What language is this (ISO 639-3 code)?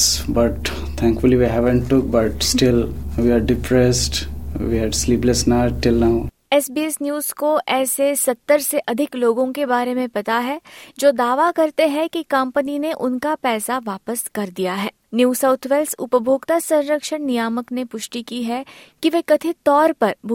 hin